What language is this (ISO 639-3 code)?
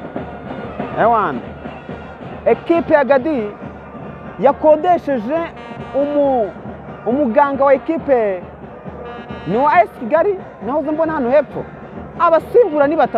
kin